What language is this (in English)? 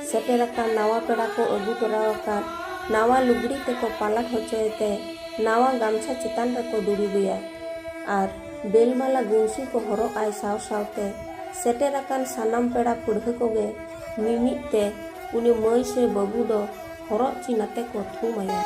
Santali